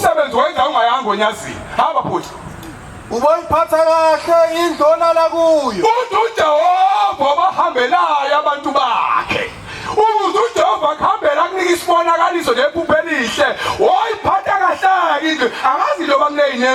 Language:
Zulu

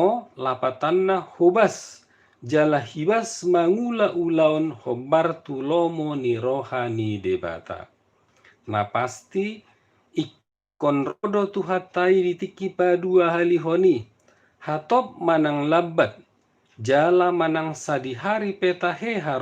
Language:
Batak Toba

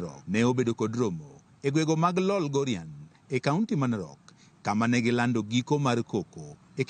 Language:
Luo (Kenya and Tanzania)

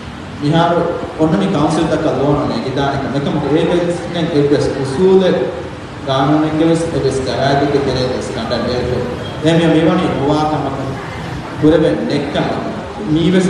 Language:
Divehi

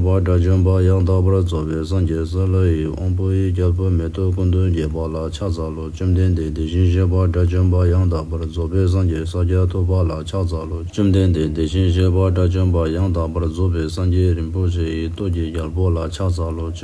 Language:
Tibetan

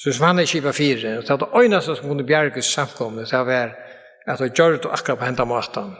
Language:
Faroese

